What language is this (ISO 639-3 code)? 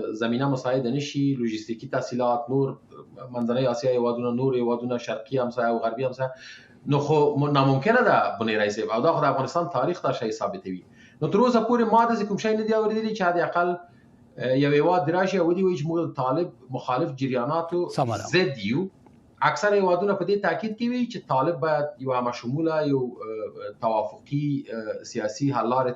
pus